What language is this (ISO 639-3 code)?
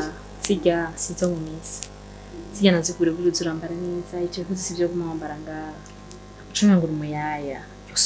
run